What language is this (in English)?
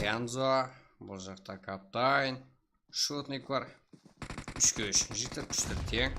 Kara-Kalpak